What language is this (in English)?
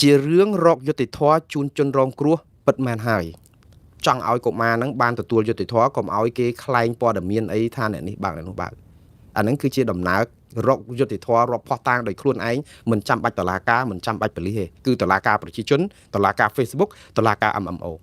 Khmer